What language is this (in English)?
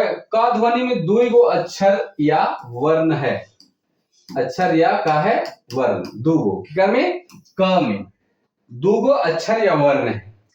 Sadri